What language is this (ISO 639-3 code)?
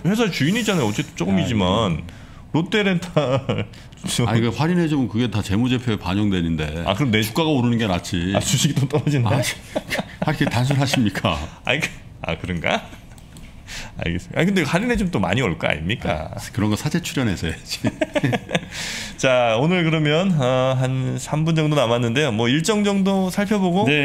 kor